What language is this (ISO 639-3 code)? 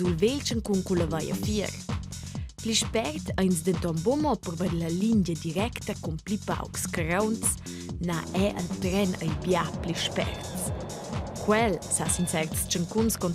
roh